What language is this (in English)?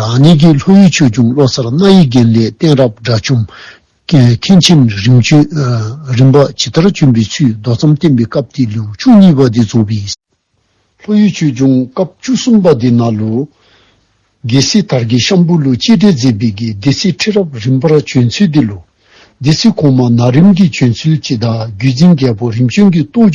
Dzongkha